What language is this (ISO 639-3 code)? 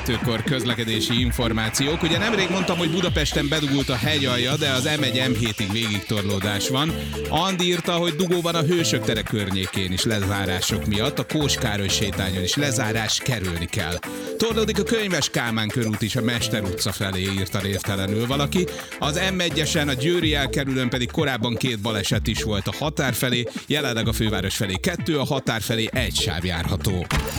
hun